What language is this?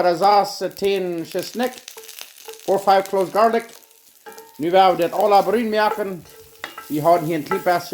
Plautdietsch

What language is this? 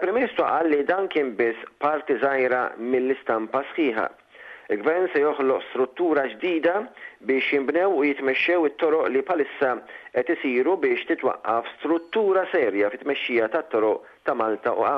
Maltese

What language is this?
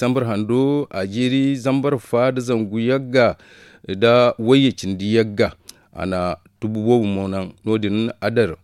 Zarma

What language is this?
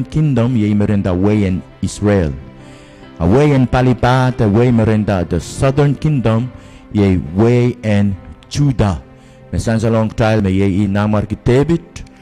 Pohnpeian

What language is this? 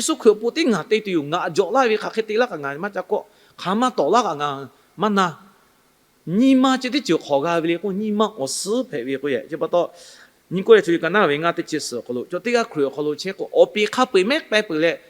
Lahu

